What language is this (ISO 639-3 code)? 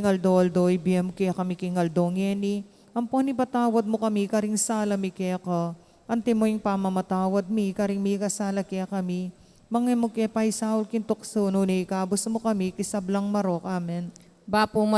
pam